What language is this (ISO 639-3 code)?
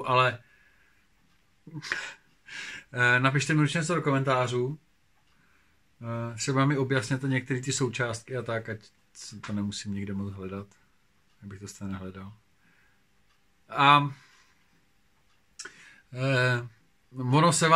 ces